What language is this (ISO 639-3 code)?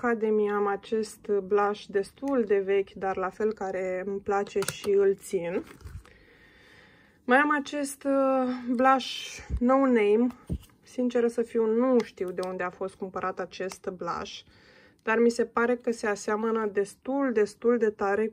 ron